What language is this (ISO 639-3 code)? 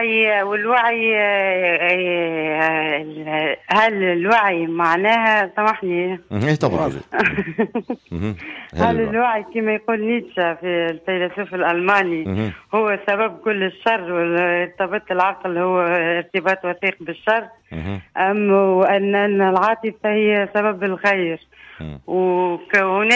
aeb